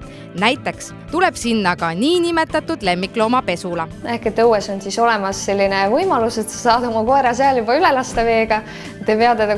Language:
Estonian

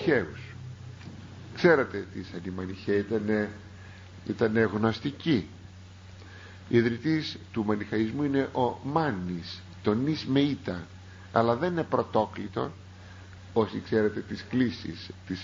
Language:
Greek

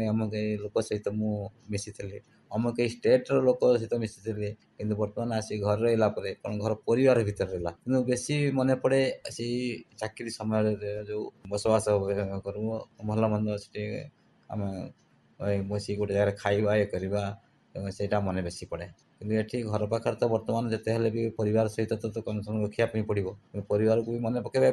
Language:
Odia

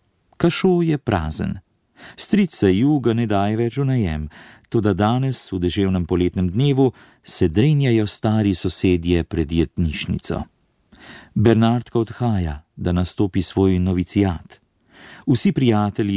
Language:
Slovenian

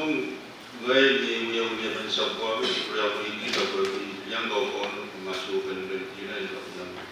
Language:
Pohnpeian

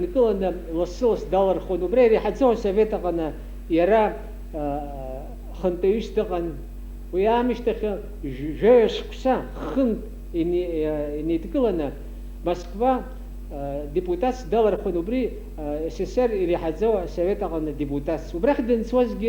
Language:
Abkhazian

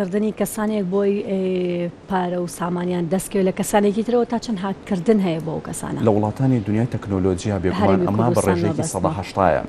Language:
Central Kurdish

